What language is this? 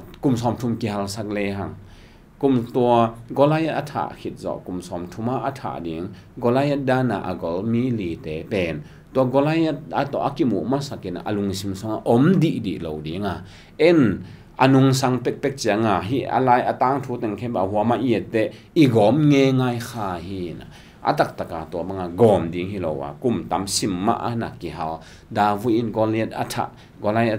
Tedim Chin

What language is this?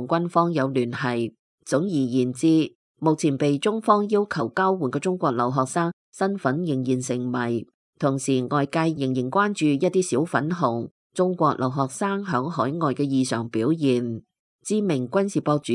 Cantonese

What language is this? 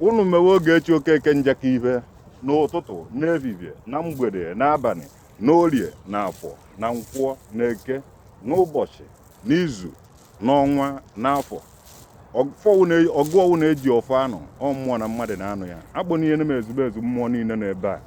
Igbo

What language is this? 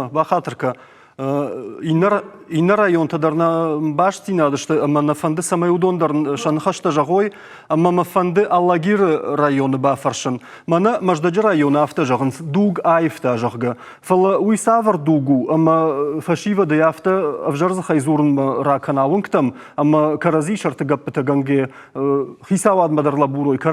Ossetic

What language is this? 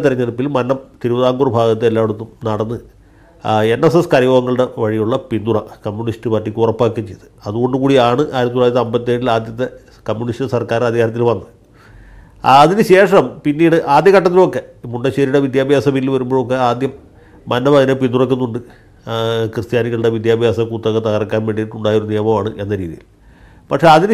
Malayalam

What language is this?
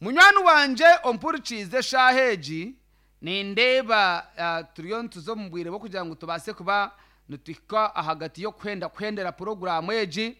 Nyankole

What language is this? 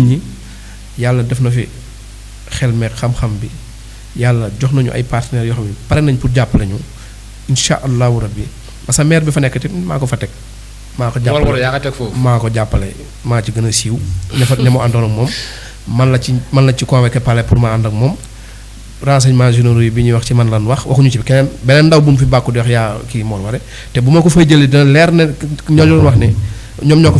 Wolof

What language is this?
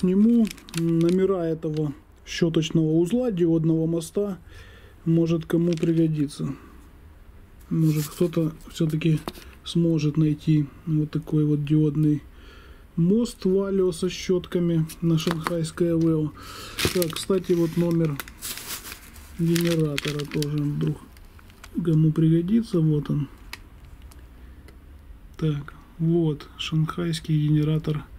Russian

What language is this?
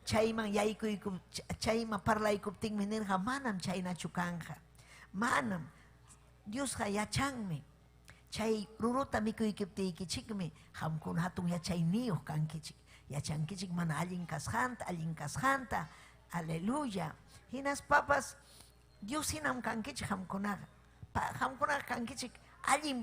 Ayacucho Quechua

